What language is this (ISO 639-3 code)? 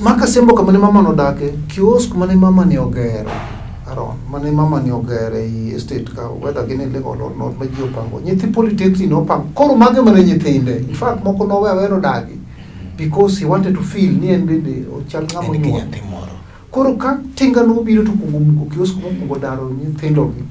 luo